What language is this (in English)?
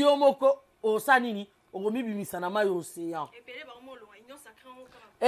Lingala